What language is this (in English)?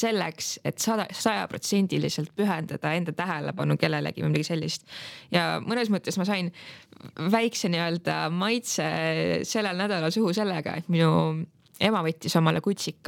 Estonian